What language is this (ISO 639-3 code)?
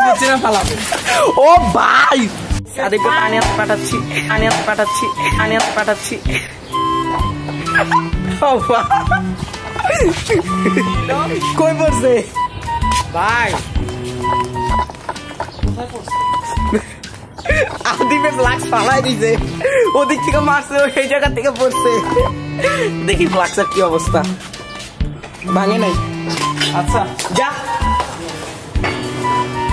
ben